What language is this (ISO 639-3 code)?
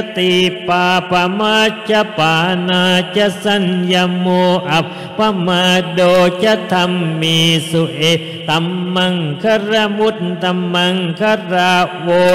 tha